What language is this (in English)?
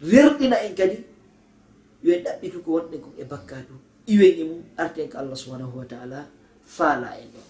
Fula